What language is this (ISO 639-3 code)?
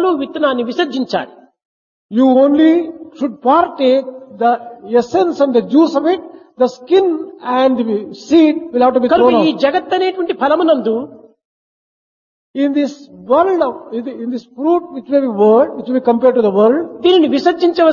tel